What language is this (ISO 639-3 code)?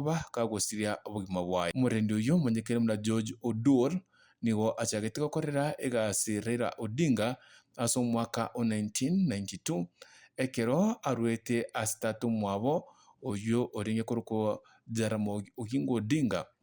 guz